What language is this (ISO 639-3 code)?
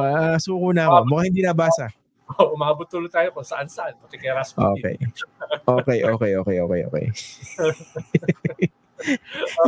fil